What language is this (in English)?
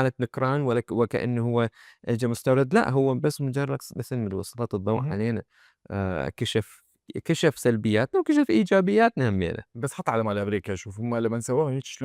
Mesopotamian Arabic